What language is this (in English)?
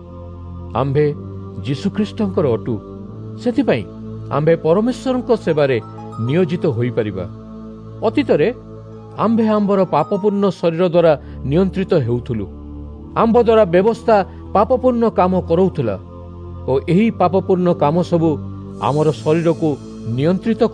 Odia